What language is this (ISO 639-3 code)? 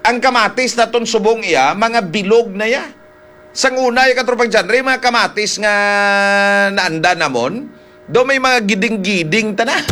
hil